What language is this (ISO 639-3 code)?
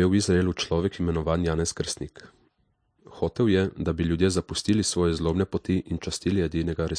slv